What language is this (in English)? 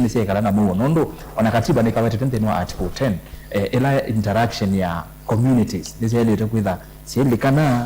Kamba